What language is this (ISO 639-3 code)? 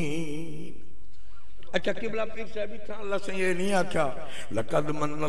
skr